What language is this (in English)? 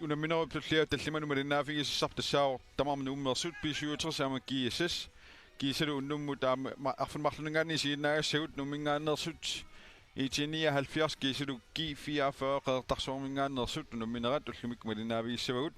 Kalaallisut